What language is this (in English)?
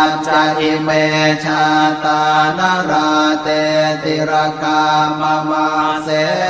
Pali